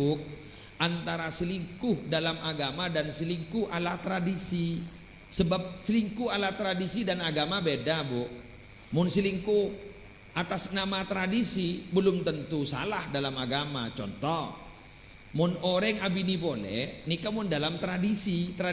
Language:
Madurese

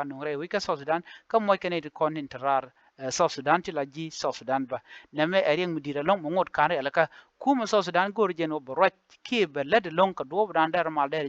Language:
Nuer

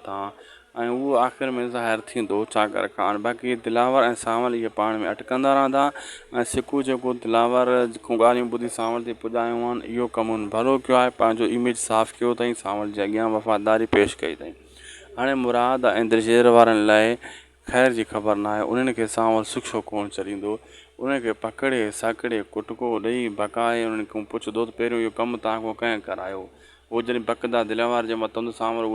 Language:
Sindhi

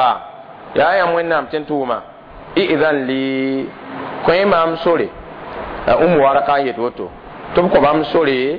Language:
Mossi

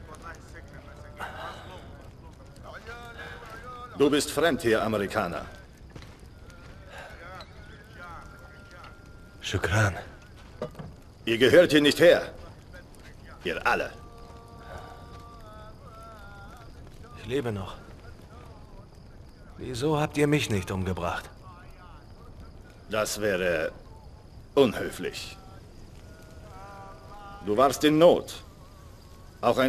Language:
German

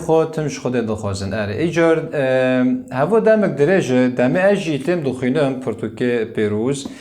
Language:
Kurdish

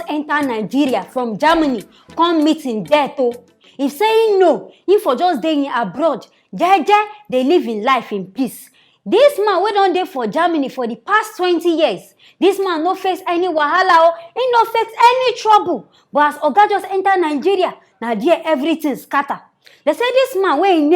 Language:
Nigerian Pidgin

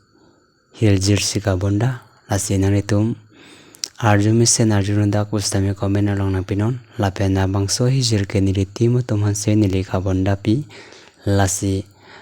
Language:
Karbi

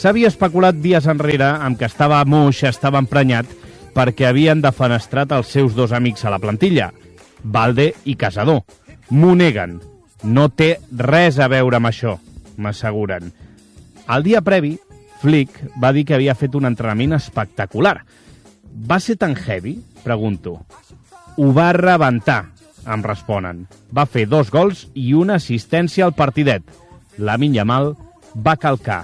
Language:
Catalan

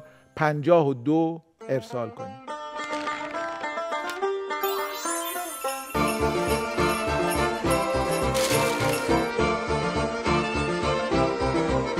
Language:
Persian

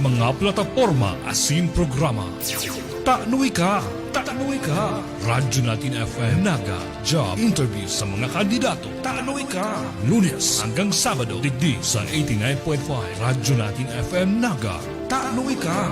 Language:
Bikol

